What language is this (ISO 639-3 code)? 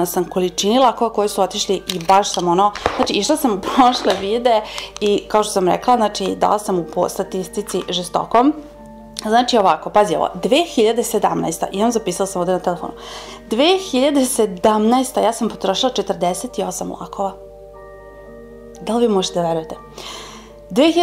srp